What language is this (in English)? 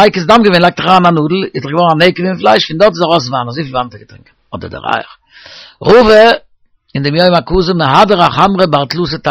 Yiddish